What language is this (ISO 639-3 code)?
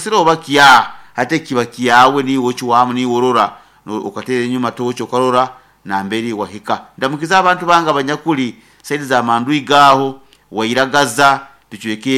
nyo